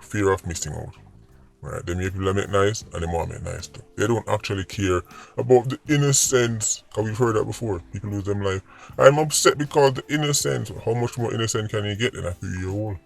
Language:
Jamaican Creole English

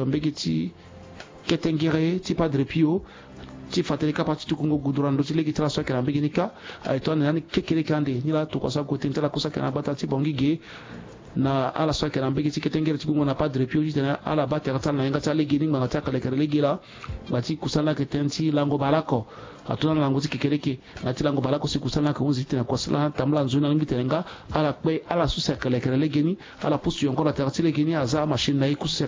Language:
Sango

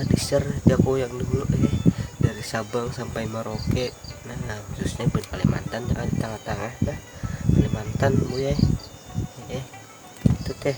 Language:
Banjar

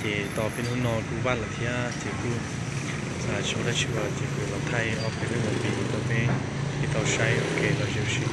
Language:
Hmong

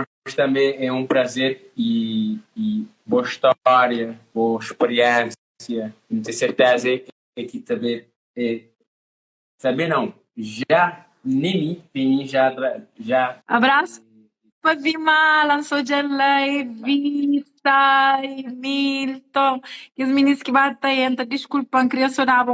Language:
Kabuverdianu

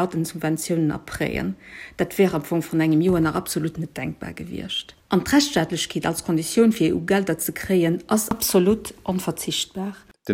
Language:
Luxembourgish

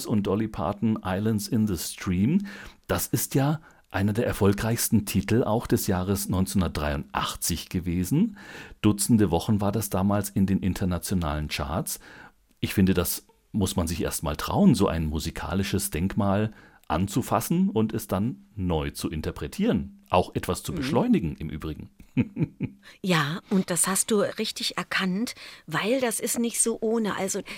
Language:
German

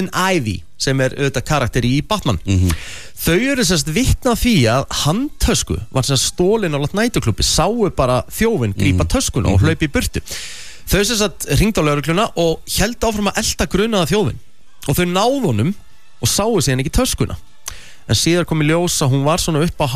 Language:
Icelandic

